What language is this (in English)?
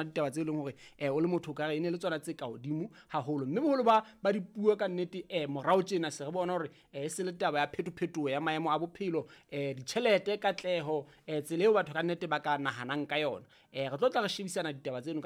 Southern Sotho